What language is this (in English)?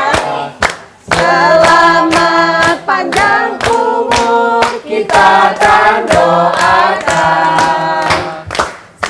Musi